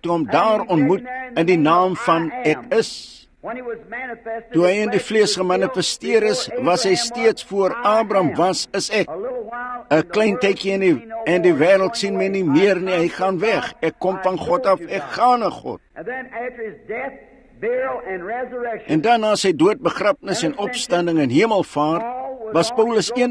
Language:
Afrikaans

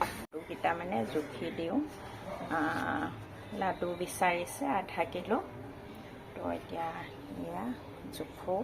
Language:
Assamese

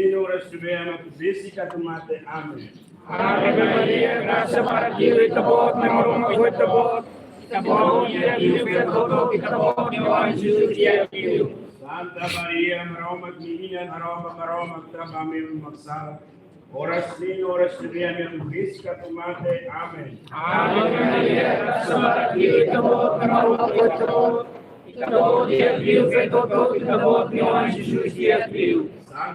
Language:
Tetum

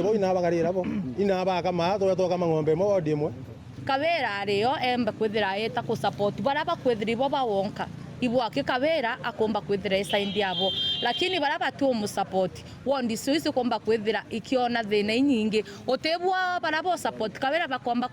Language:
Meru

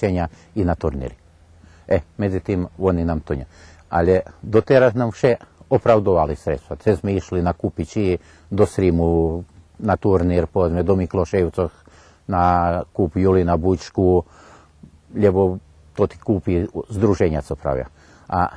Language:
Rusyn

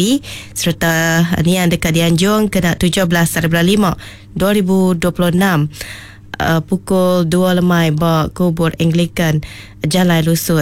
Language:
Iban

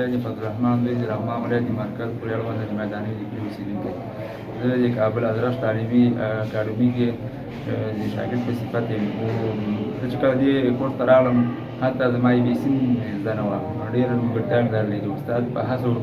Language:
Pashto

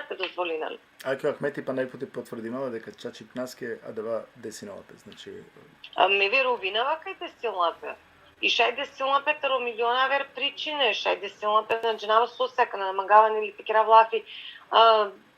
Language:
Balkan Romani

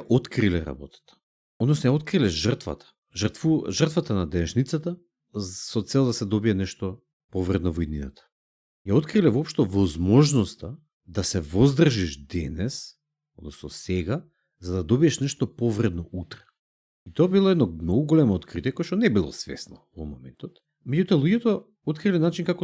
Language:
Macedonian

